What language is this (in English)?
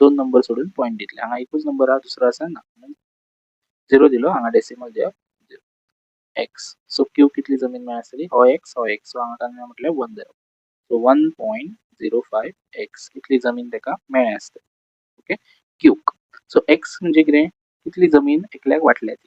Konkani